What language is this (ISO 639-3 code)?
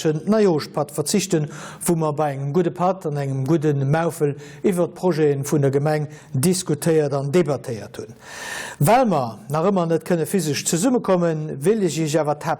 ltz